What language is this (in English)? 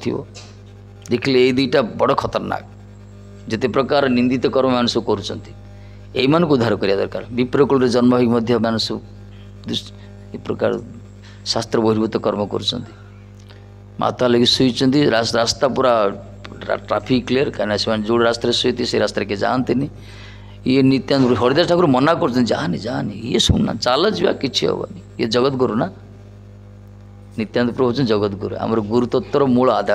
Odia